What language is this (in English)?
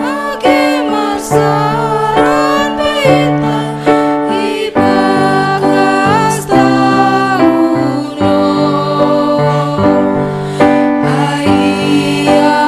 Batak Simalungun